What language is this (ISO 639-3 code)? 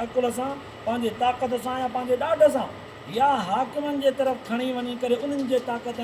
snd